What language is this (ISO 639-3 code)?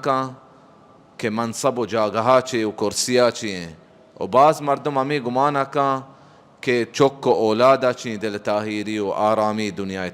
bal